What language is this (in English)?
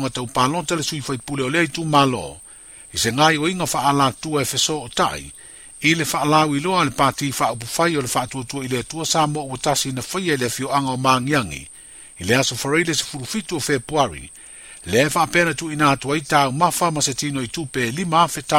Samoan